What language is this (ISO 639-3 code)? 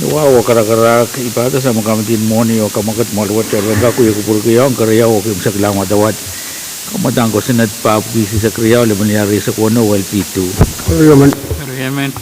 pon